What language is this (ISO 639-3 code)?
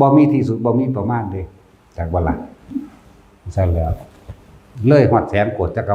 tts